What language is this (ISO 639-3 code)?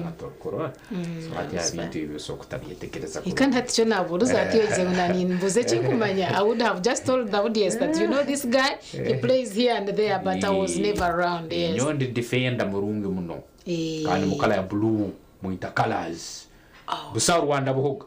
nyn